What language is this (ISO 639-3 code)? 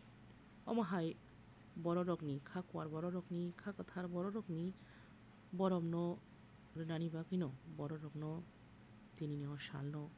trp